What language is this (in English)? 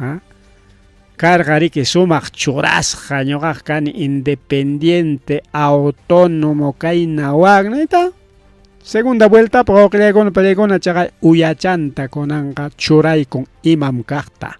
Ayacucho Quechua